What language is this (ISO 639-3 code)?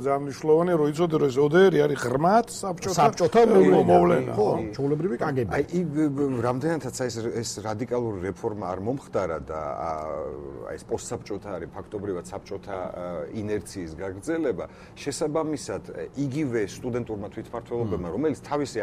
kat